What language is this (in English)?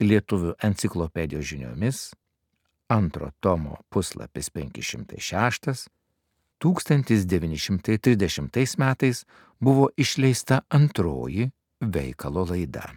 Lithuanian